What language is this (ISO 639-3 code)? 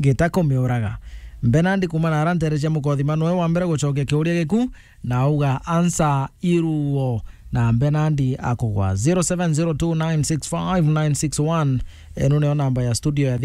mer